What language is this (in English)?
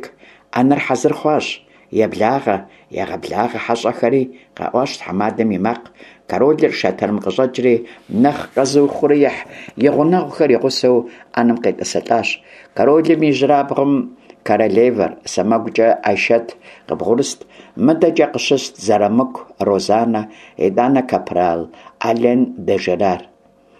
Kabardian